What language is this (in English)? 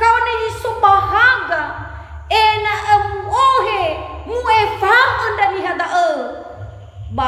Nias